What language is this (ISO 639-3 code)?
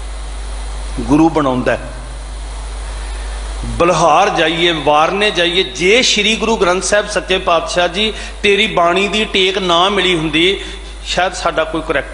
pan